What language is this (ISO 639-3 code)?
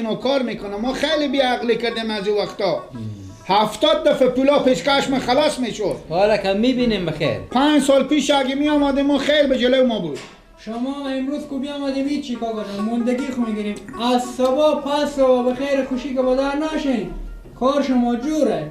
fas